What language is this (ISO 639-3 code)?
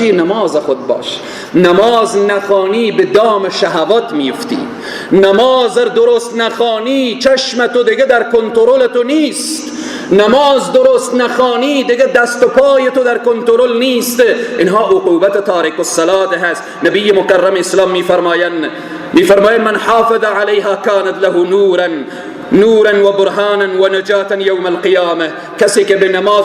fas